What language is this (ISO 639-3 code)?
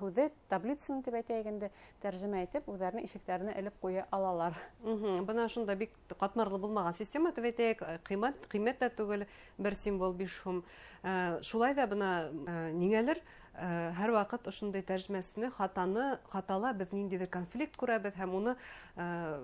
bak